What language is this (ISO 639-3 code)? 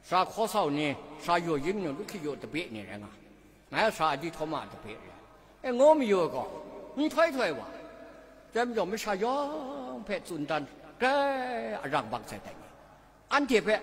kac